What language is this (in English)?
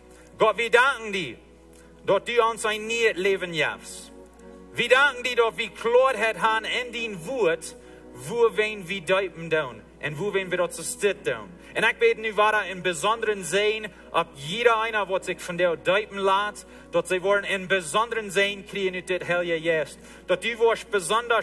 Plautdietsch